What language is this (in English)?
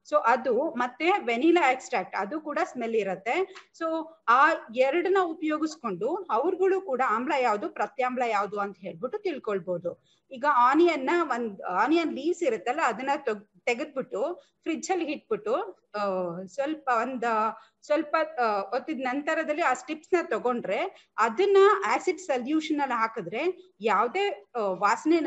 Kannada